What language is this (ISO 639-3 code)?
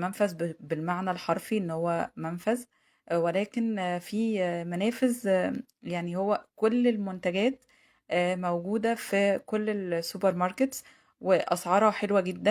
arz